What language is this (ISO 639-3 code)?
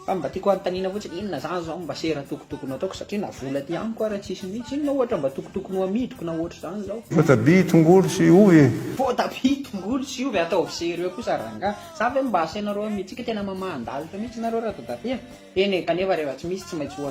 mlg